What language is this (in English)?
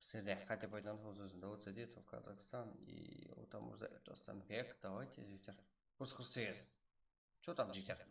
Kara-Kalpak